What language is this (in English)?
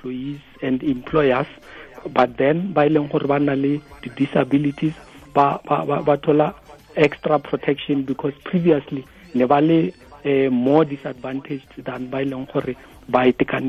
Tswana